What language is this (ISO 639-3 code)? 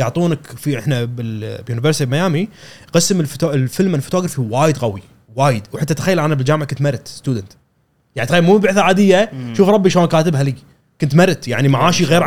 afb